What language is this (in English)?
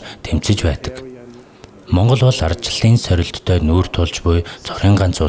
Mongolian